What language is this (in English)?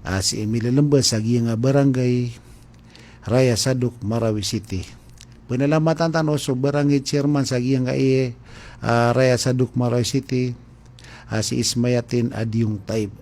Maranao